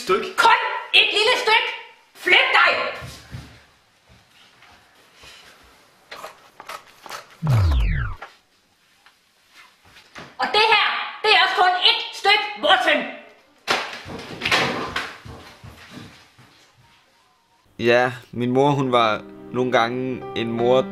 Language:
Danish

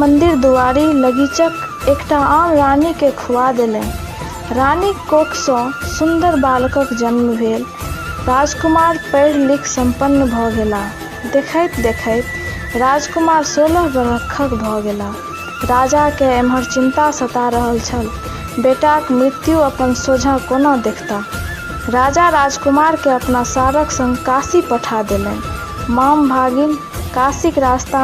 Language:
Maithili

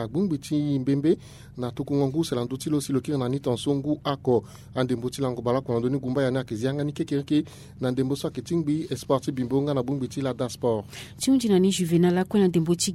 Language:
Sango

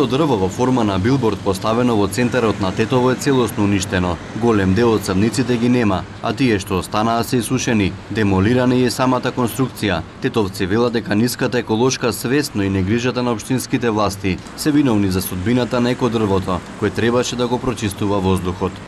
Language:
Macedonian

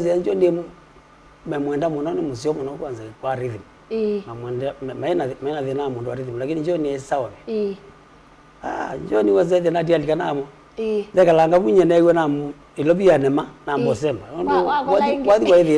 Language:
Kamba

